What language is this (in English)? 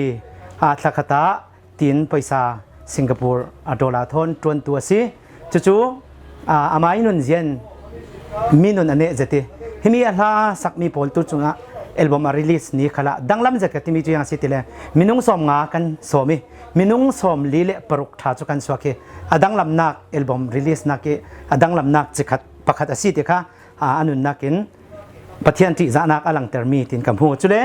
Falam Chin